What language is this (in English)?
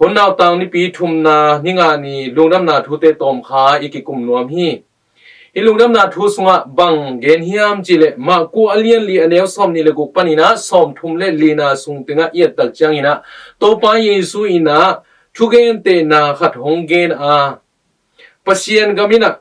Tedim Chin